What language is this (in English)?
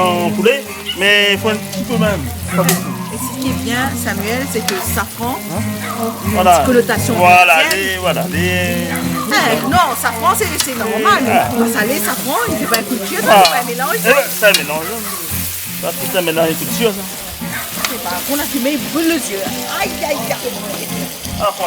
Réunion Creole French